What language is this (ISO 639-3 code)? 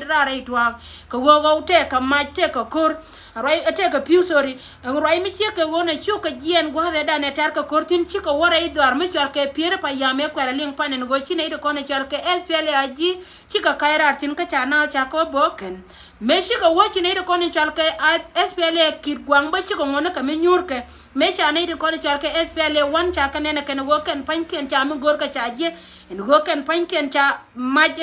nus